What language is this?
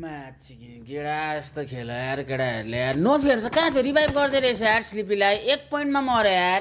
Nepali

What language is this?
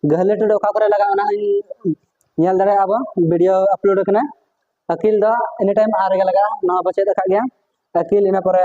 Santali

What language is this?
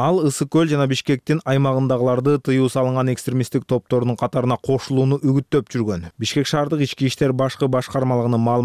Kyrgyz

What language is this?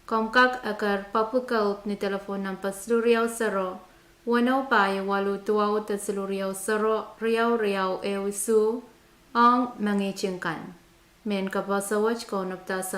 Pohnpeian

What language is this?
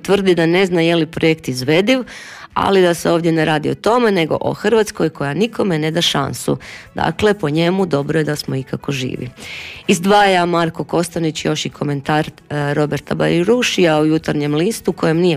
Croatian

